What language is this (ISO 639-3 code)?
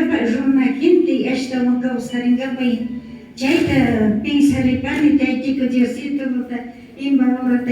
qvi